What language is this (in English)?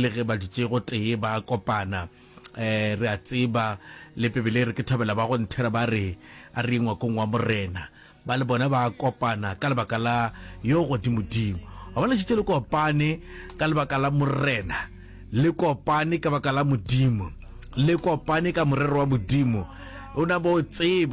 Northern Sotho